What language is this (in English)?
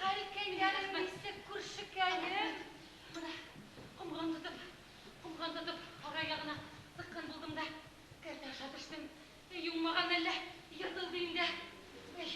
Bashkir